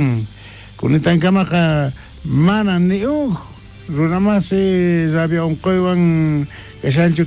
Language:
South Bolivian Quechua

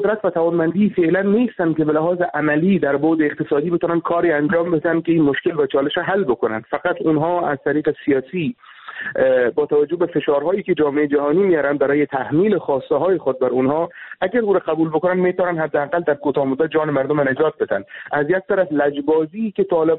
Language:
Persian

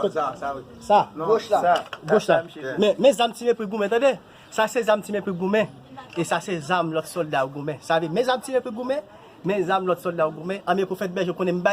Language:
Haitian Creole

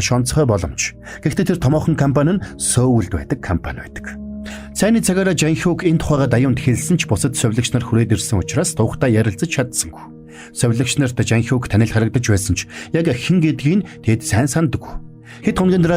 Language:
Mongolian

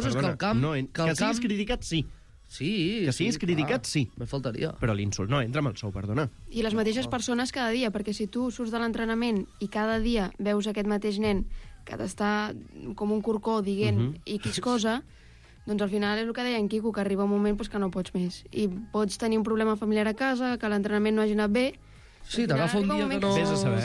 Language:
Catalan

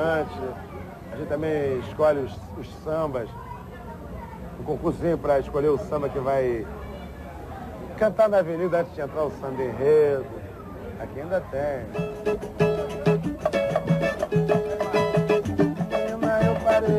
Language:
Portuguese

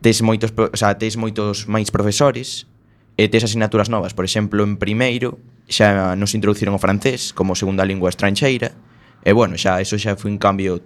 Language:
Galician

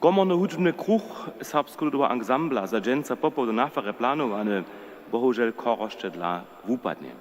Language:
Upper Sorbian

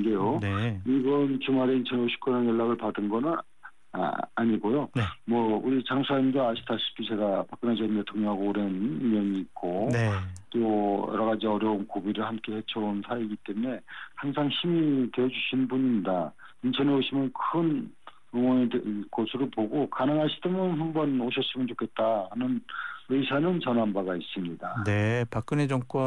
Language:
Korean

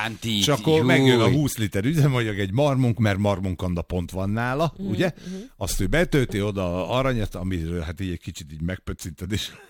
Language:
Hungarian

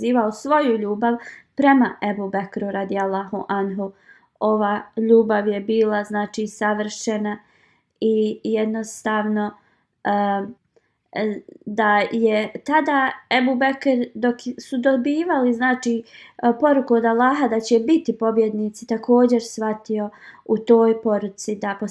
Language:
Bosnian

